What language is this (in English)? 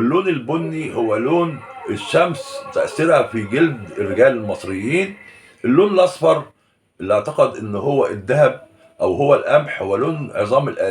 Egyptian Arabic